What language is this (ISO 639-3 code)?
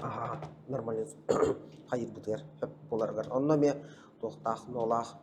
sah